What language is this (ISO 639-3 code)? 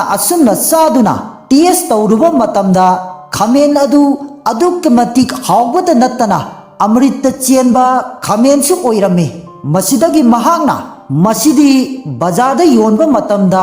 mni